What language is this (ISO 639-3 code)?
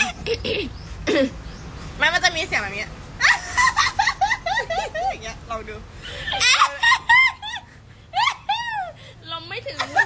tha